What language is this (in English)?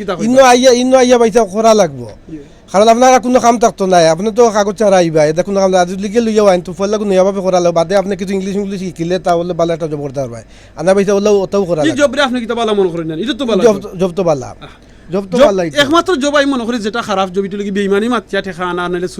Sylheti